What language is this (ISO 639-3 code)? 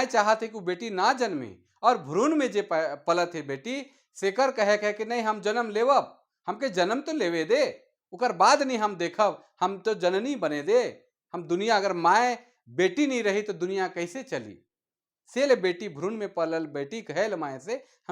sck